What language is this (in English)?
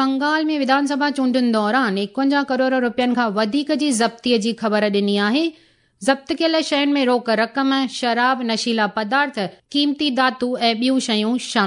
Sindhi